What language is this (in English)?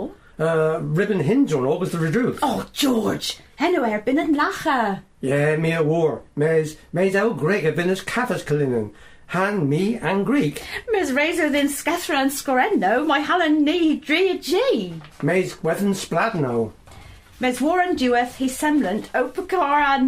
Cornish